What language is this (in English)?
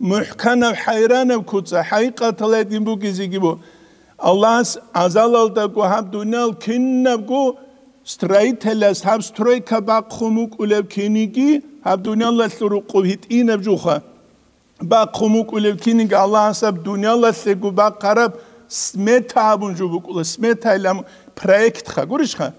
Avaric